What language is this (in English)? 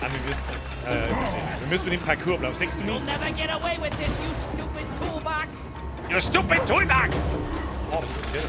Bavarian